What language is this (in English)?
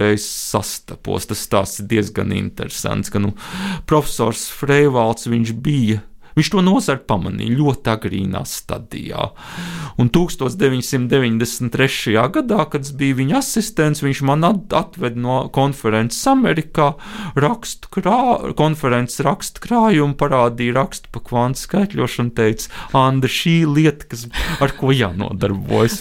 Latvian